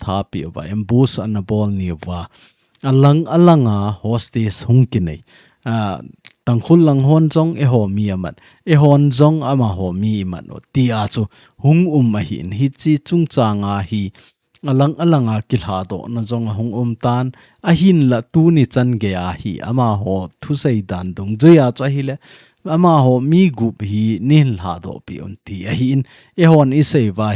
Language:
Thado Chin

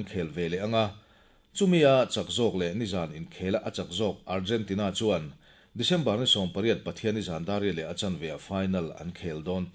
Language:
Mizo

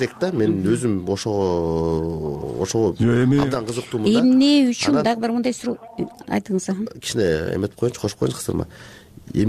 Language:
Kyrgyz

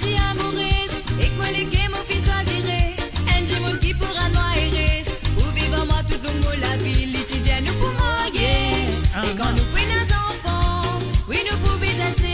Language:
Morisyen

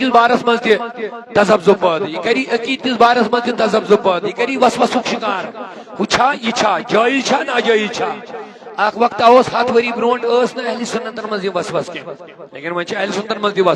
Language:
Kashmiri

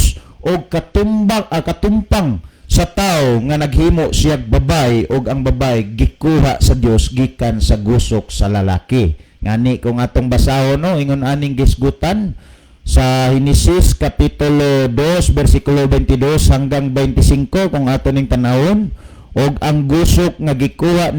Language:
Cebuano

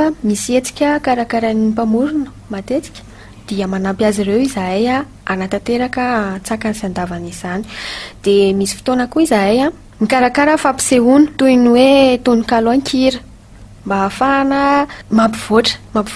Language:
Malagasy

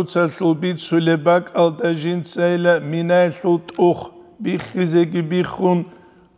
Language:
Avaric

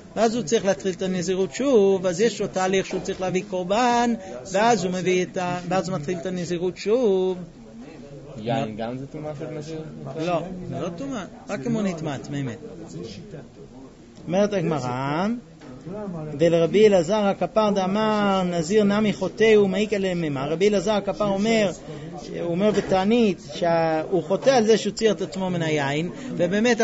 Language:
Hebrew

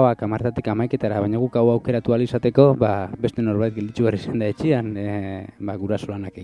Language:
Basque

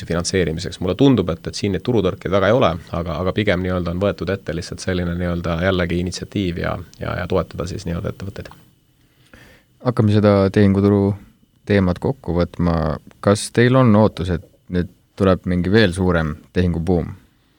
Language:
Estonian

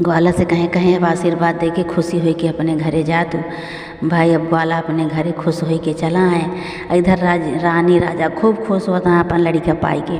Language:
Awadhi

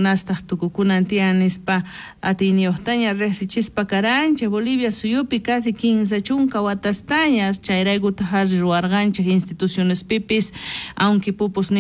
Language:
South Bolivian Quechua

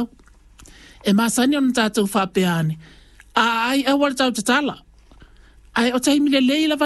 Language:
Samoan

